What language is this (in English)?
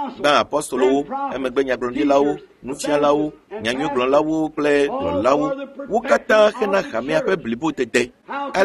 Ewe